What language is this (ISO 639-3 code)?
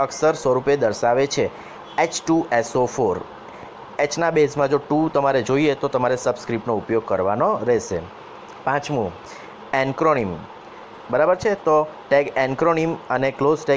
guj